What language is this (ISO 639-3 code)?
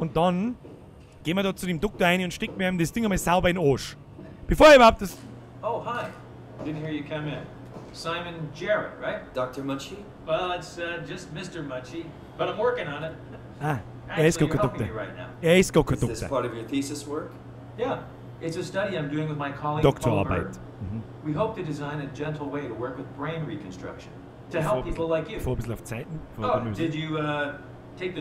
bar